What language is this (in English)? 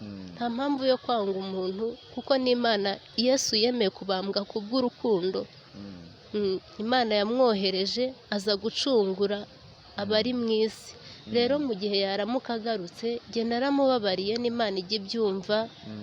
Kinyarwanda